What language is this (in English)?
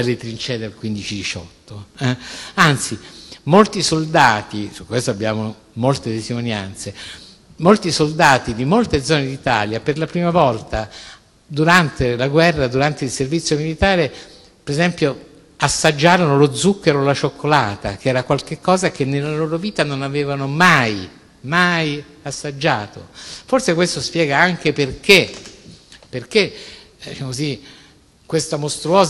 Italian